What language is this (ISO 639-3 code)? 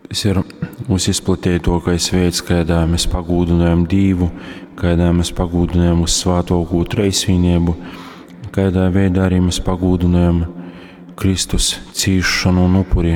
ltg